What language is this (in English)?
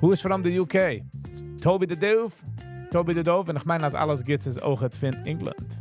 Yiddish